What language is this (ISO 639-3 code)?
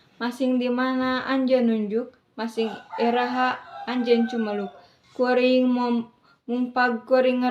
sun